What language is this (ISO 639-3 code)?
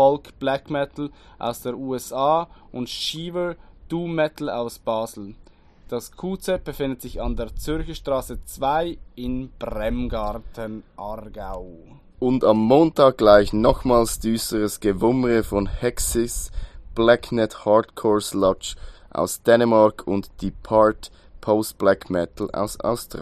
deu